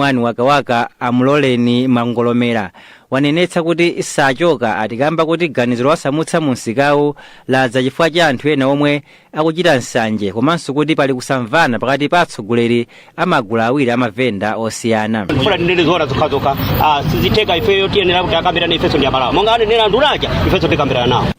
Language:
Nyanja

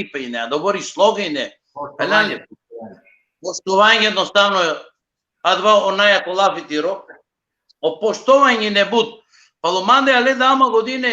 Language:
Balkan Romani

